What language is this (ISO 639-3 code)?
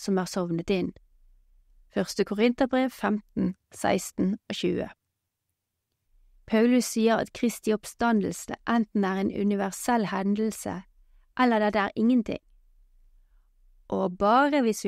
nor